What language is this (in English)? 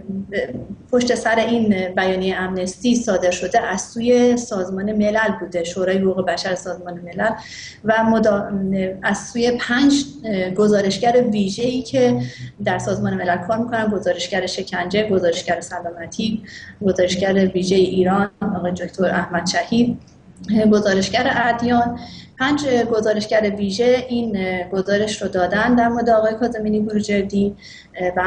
Persian